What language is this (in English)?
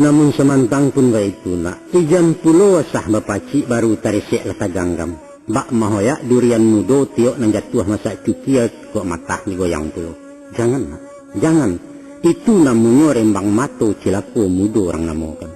Minangkabau